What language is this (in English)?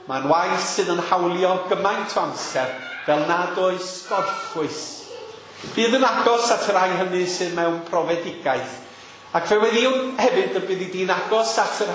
Welsh